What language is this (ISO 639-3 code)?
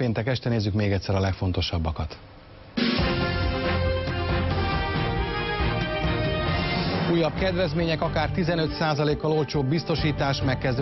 hun